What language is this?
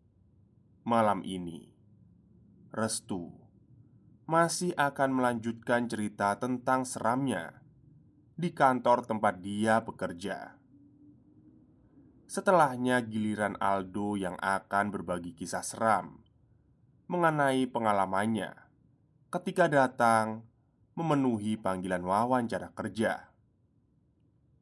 Indonesian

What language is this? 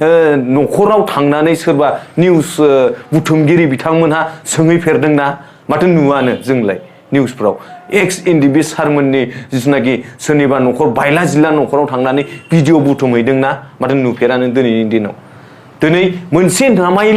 Bodo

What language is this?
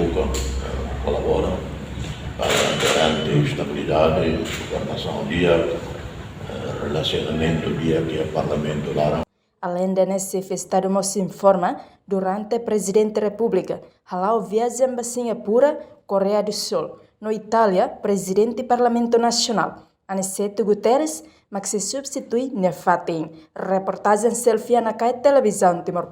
Tetum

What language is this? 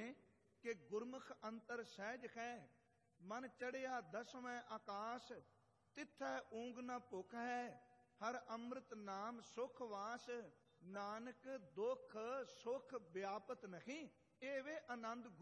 Punjabi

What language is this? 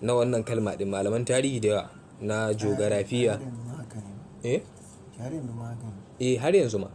Hausa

